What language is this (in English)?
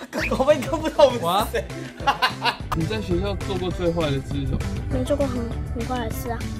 Chinese